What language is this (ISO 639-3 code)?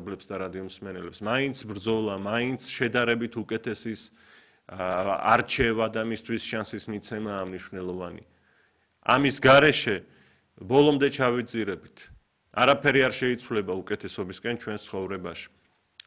kat